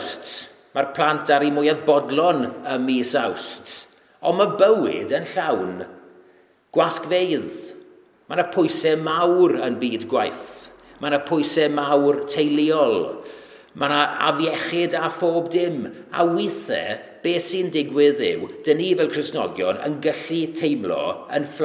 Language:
Welsh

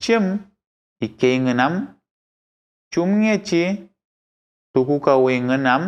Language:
Mapuche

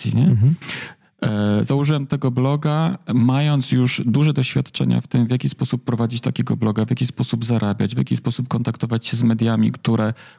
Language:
Polish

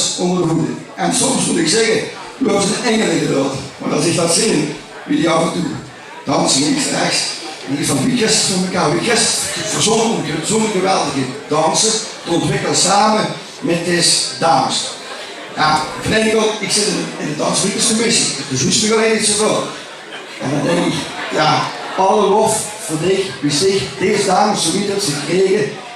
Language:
Limburgish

